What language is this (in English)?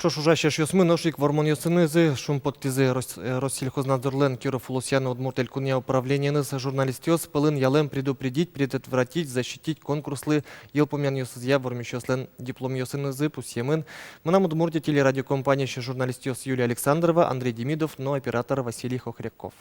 Udmurt